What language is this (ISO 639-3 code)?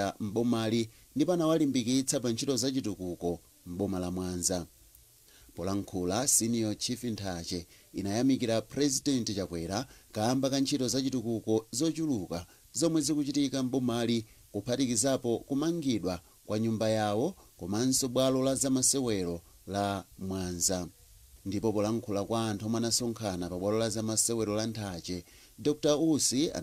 nya